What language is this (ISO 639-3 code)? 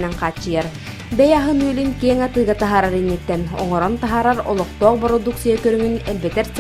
sah